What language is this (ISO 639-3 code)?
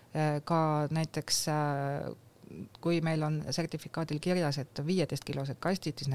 est